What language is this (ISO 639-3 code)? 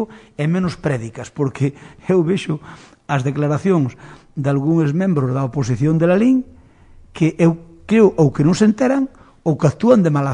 glg